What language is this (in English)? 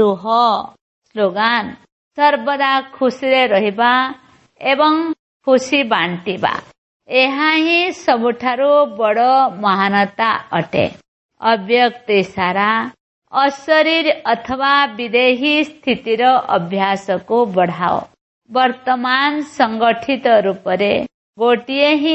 Odia